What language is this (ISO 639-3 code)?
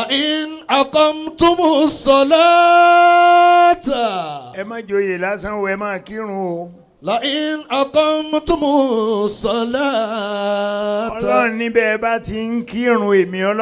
yor